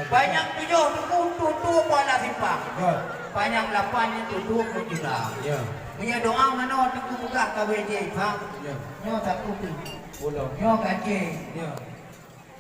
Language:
Achinese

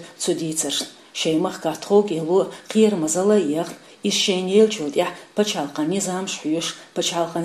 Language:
Chechen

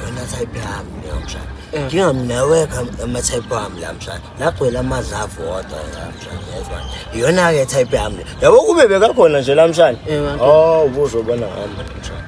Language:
Zulu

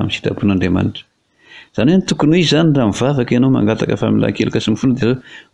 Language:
Malagasy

